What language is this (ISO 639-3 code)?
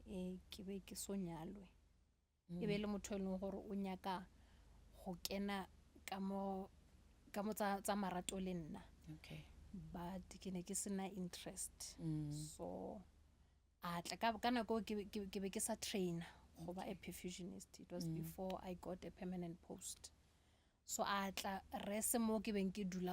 nso